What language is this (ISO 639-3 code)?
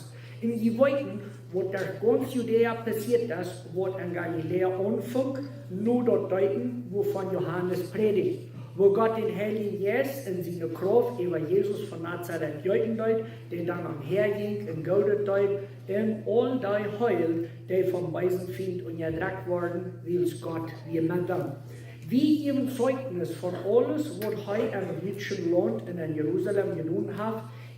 pdt